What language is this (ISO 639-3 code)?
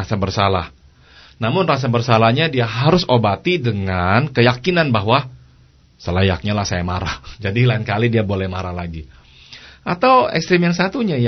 ind